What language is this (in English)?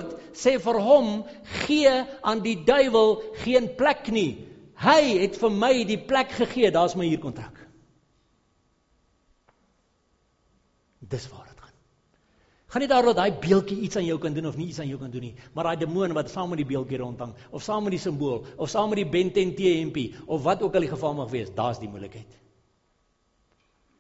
Afrikaans